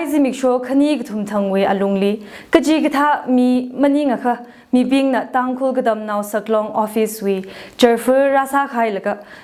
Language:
Tangkhul Naga (India)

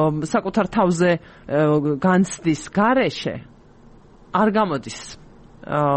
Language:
Georgian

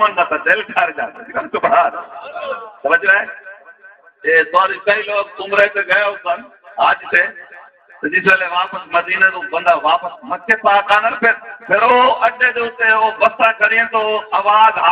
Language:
Saraiki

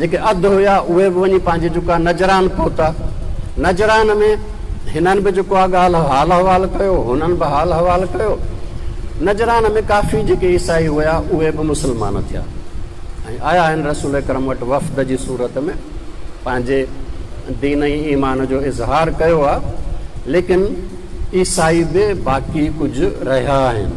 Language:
Sindhi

